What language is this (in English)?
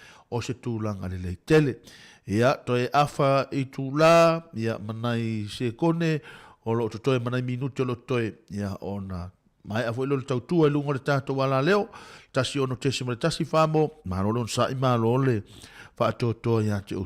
Samoan